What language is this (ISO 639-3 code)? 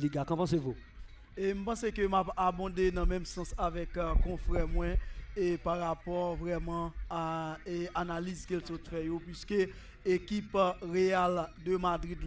hat